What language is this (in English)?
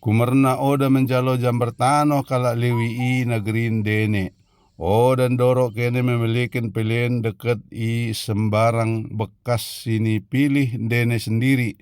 Batak Dairi